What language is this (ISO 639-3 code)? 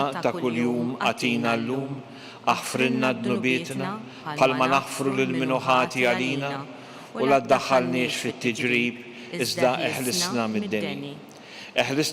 mlt